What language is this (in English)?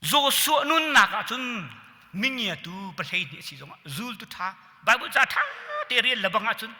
Hakha Chin